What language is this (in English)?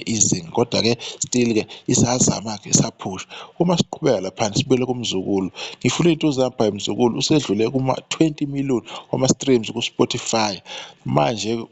Zulu